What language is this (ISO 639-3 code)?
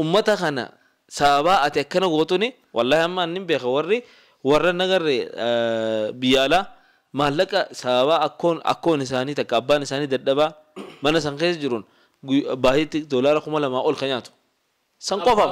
orm